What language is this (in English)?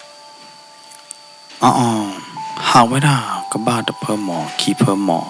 S'gaw Karen